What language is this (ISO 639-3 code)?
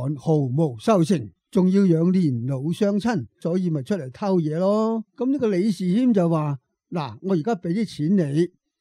yue